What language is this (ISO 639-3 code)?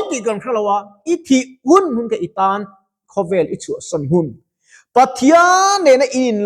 lus